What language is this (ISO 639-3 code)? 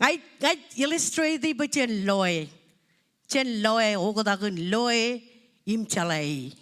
mah